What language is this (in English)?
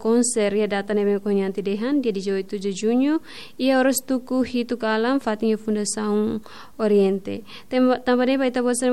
Tetum